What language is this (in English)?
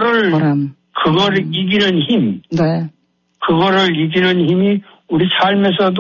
Korean